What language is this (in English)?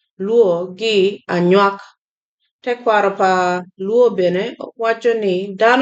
Acoli